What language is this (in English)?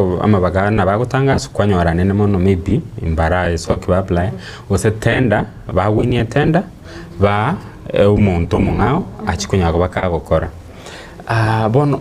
Gusii